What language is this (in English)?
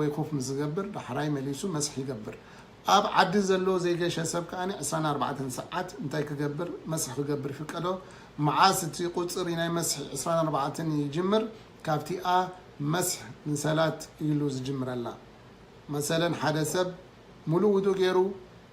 Tigrinya